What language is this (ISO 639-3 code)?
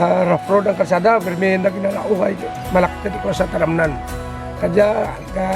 krj